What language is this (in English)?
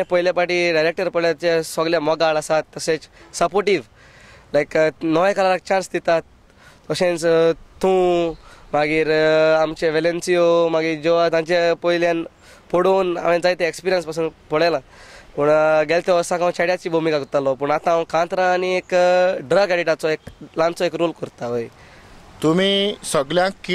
Konkani